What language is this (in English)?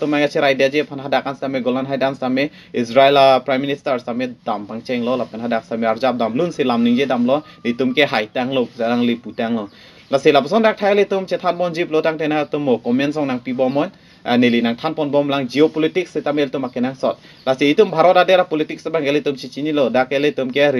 Karbi